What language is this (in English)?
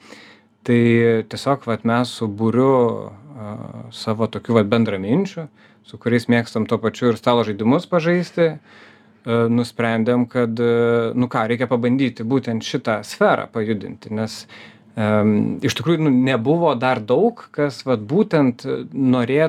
Lithuanian